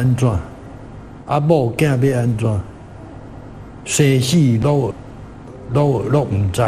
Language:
Min Nan Chinese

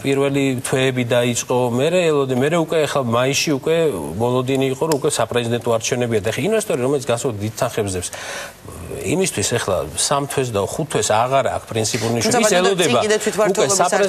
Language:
Georgian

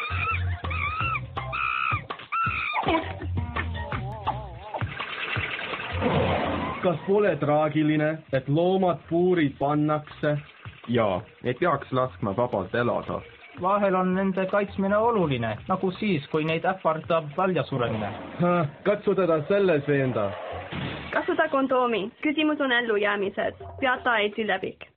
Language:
Estonian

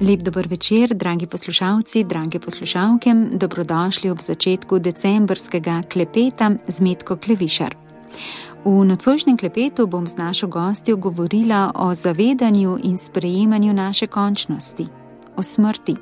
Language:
Slovenian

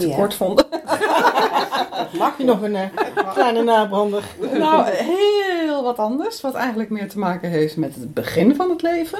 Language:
Dutch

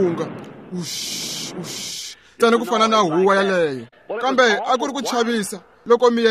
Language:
Tsonga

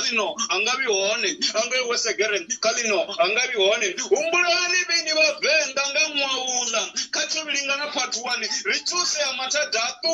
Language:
Venda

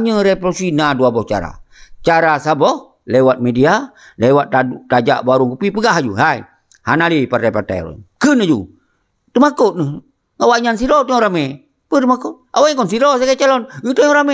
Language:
Achinese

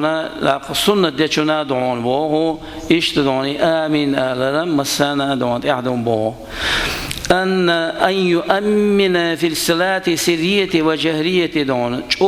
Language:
Chechen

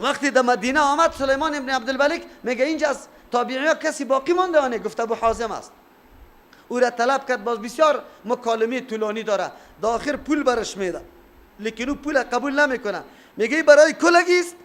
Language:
Persian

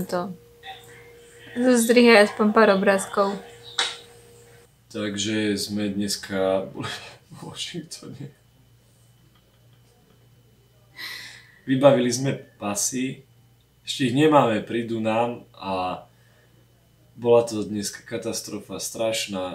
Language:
Slovak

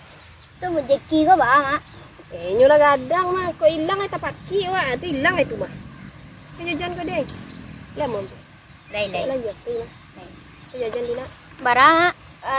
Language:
Minangkabau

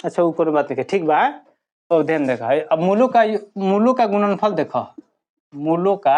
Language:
Bhojpuri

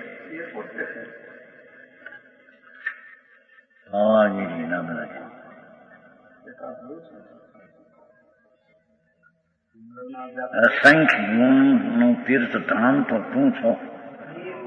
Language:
Gujarati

